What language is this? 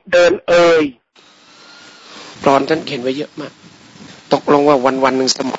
Thai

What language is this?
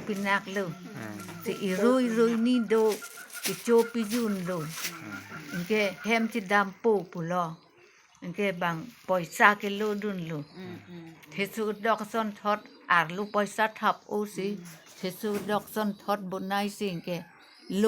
Karbi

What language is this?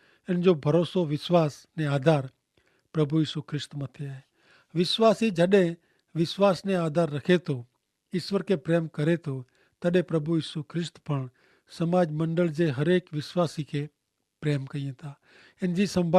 Kachhi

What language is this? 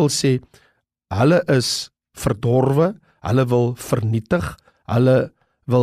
Afrikaans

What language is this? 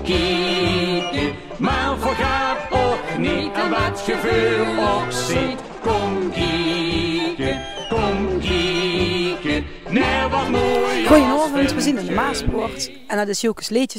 Limburgish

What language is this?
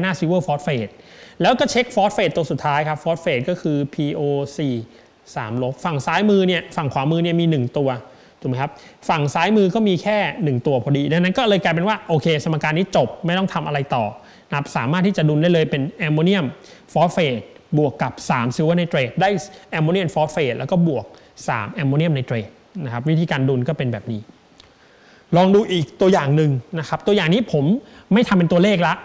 Thai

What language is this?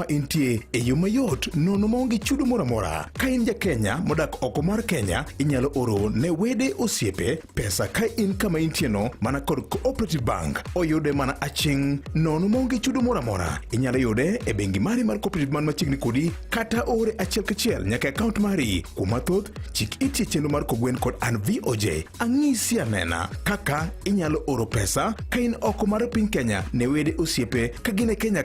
Luo (Kenya and Tanzania)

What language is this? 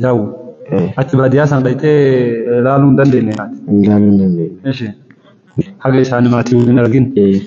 Oromo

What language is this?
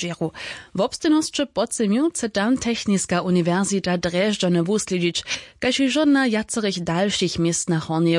Upper Sorbian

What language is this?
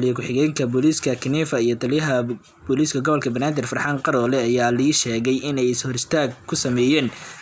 Somali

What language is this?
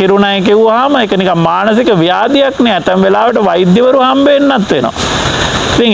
Sinhala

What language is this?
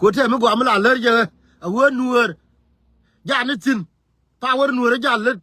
Nuer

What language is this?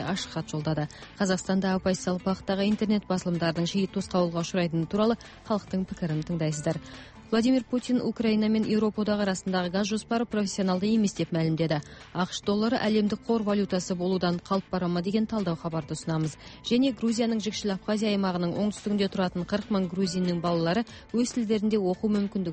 Kazakh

